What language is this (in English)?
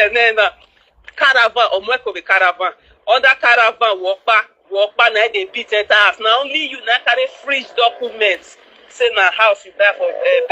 Nigerian Pidgin